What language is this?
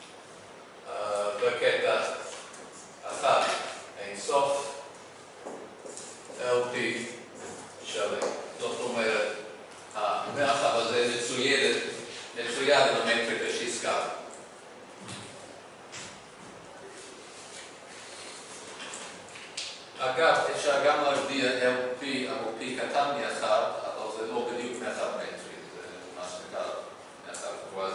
Hebrew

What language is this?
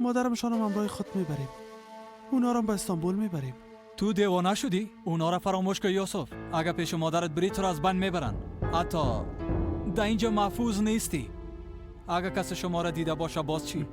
Persian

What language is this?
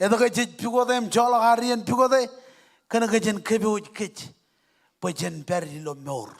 Marshallese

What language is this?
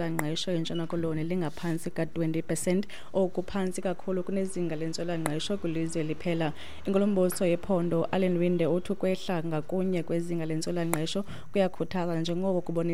Xhosa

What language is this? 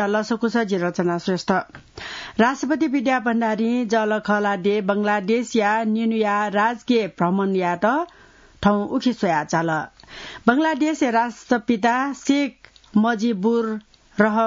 Newari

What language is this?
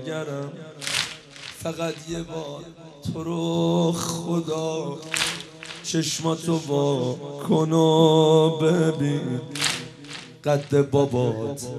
Persian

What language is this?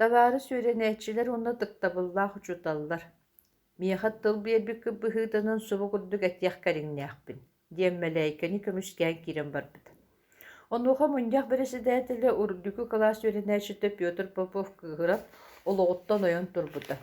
Yakut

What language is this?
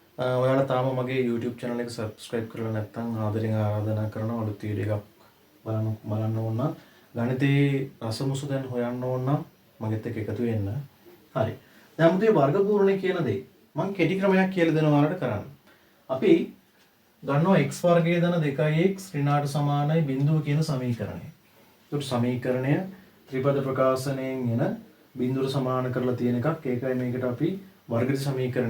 Sinhala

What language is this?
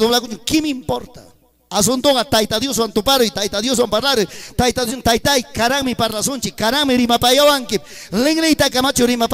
Ayacucho Quechua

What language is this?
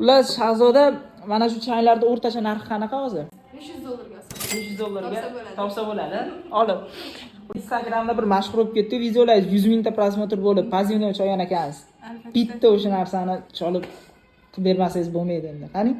Uzbek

